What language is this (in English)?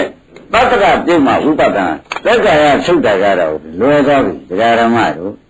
Burmese